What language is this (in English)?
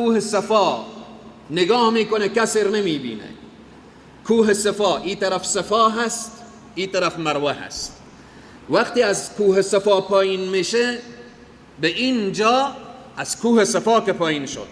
Persian